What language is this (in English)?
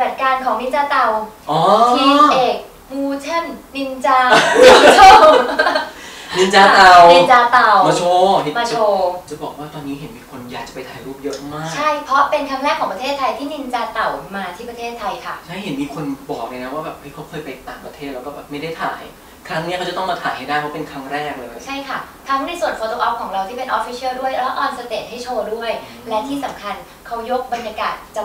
Thai